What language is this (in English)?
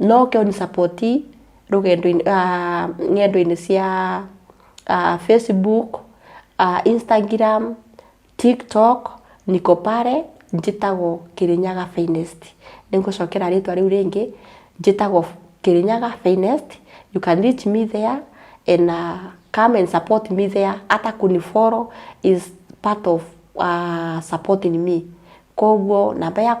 Kikuyu